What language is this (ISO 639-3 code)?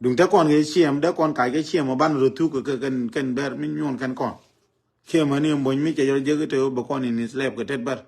nus